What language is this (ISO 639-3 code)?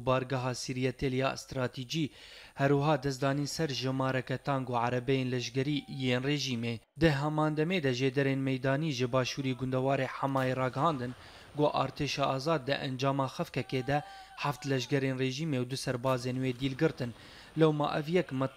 kur